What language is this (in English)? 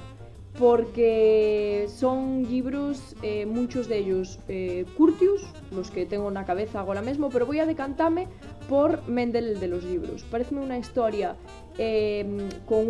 Asturian